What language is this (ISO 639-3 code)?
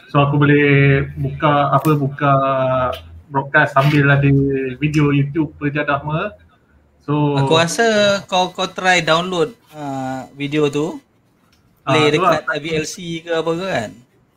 msa